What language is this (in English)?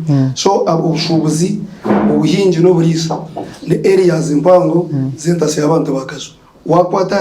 Nyankole